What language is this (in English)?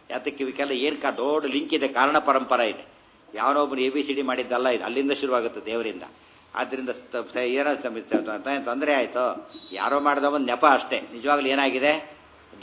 Kannada